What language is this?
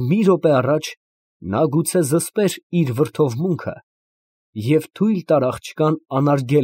Armenian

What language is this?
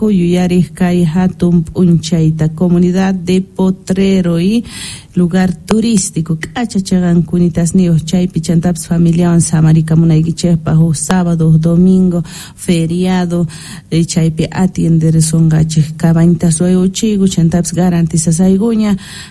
Quechua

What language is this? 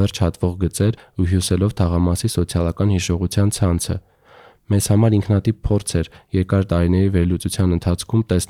Armenian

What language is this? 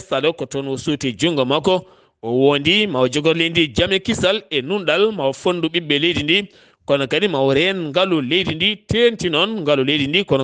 Fula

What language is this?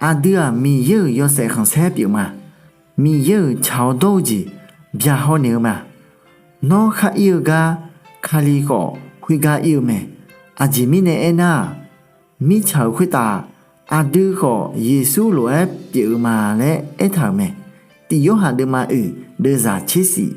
Akha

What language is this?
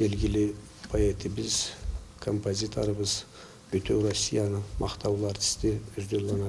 Karachay-Balkar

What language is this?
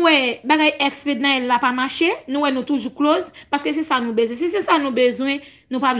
Haitian Creole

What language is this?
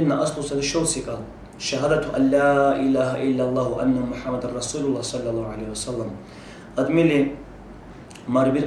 Dargwa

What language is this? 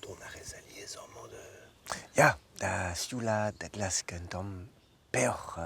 Breton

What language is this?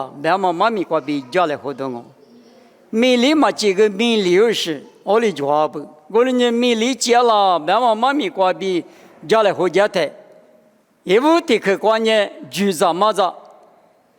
Lisu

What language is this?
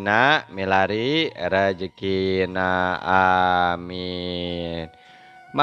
Sundanese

